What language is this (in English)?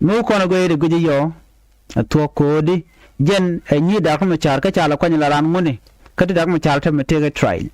Nuer